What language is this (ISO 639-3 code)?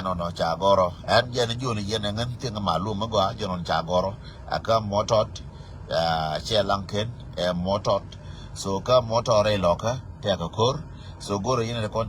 nus